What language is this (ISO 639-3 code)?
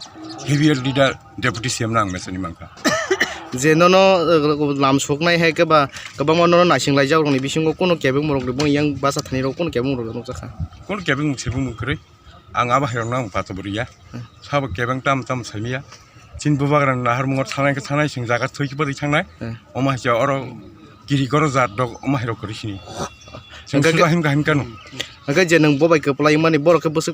trp